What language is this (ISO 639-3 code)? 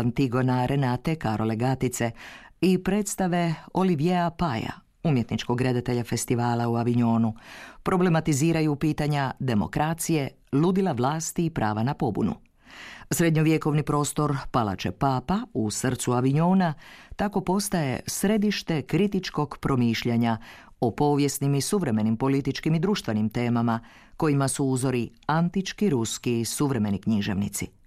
hrv